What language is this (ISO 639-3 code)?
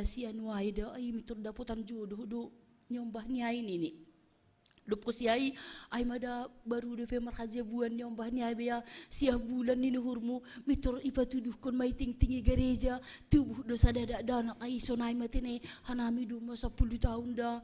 bts